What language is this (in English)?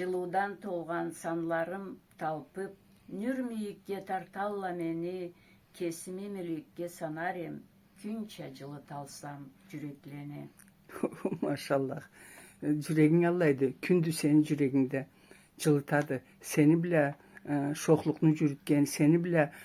Karachay-Balkar